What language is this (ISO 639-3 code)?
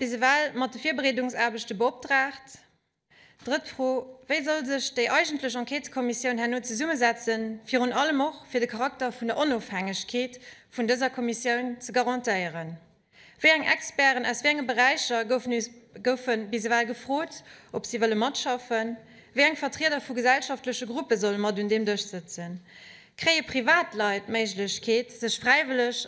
ltz